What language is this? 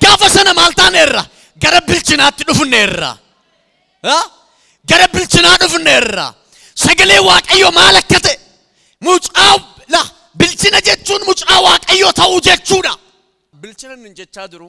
Oromo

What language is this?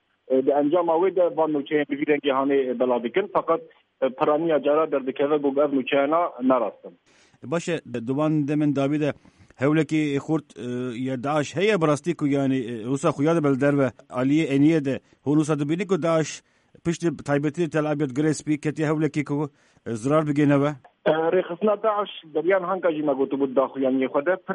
Kurdish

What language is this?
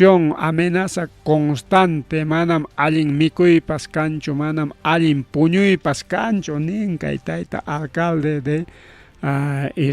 Ayacucho Quechua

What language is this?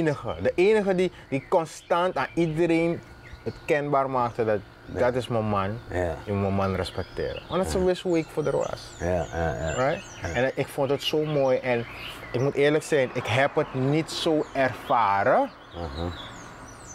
Dutch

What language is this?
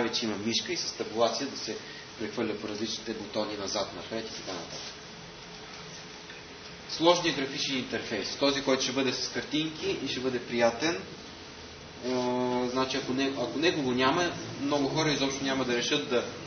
Bulgarian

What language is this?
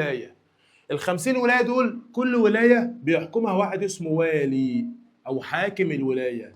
Egyptian Arabic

